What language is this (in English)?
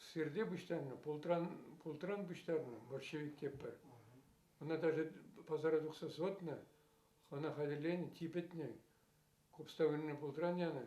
Chuvash